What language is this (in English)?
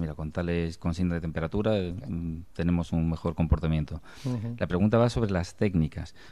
Spanish